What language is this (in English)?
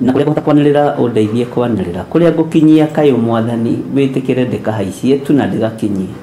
Kikuyu